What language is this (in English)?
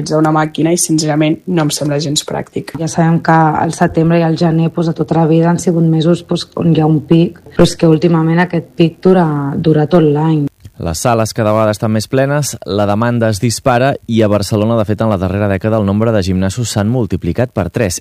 Catalan